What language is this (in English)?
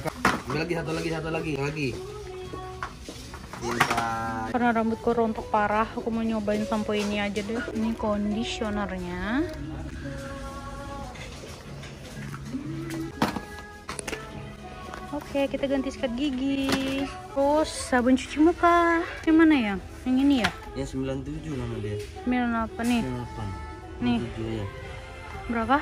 Indonesian